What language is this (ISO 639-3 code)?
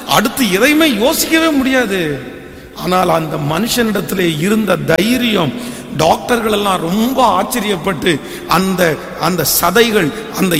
tam